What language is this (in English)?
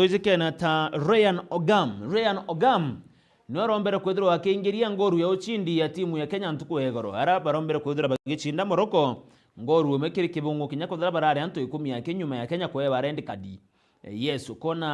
Meru